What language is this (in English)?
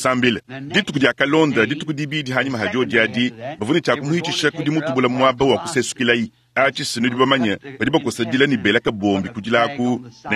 Luba-Lulua